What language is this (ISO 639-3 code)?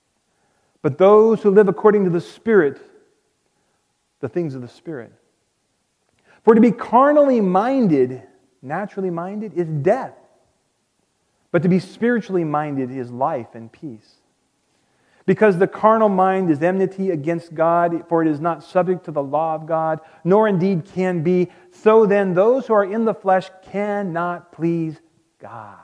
eng